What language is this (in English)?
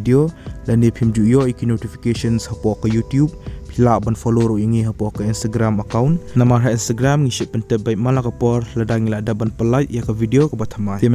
Khasi